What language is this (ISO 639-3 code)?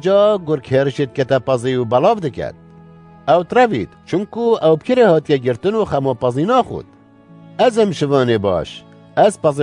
kur